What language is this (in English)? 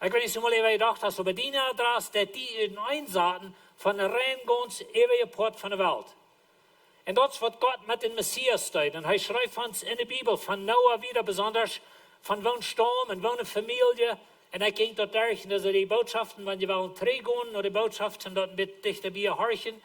Plautdietsch